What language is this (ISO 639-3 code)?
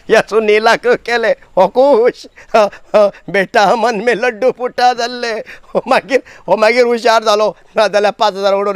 kok